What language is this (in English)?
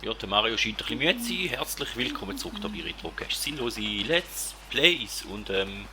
Swiss German